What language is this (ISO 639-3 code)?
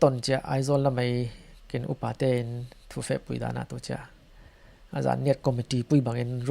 cfm